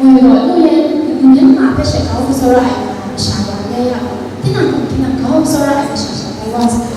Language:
Kachin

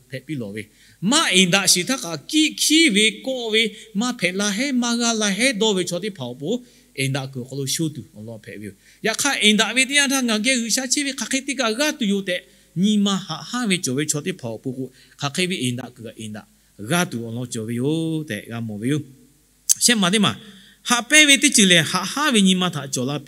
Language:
Lahu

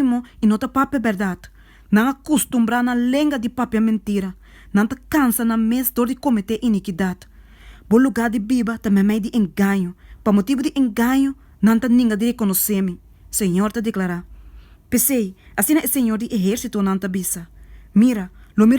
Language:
Papiamento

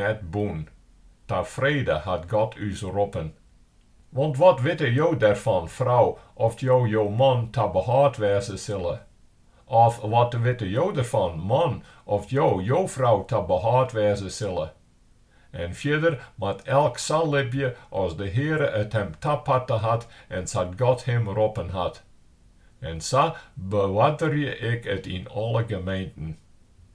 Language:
Western Frisian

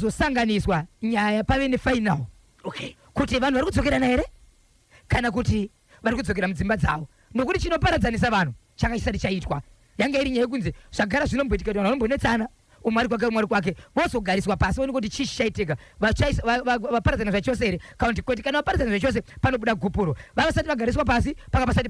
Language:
Shona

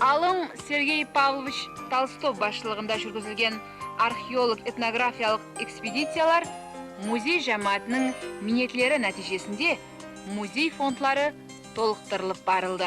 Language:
Kara-Kalpak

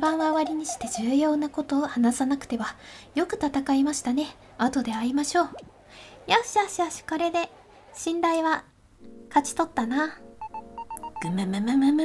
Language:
Japanese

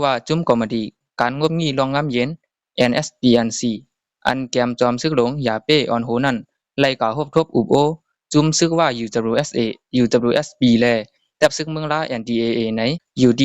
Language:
Shan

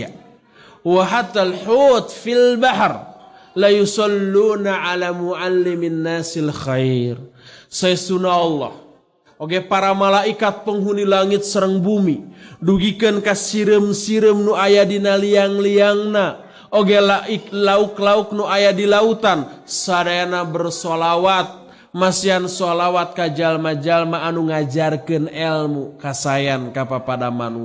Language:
Sundanese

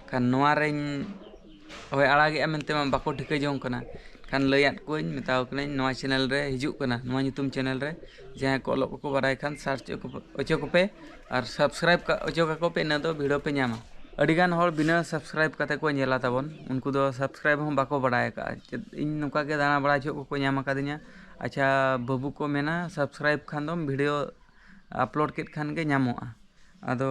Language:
Santali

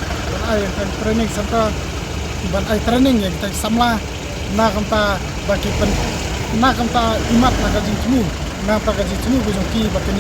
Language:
Khasi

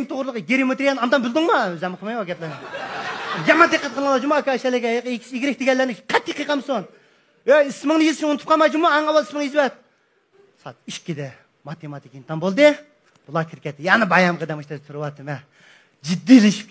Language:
Uyghur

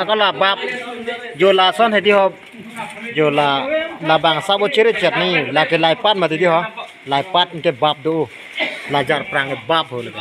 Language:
Karbi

